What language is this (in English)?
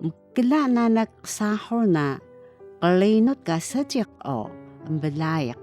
Taroko